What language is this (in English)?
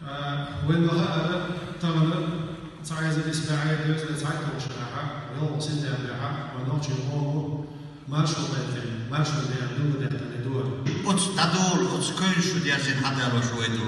Chechen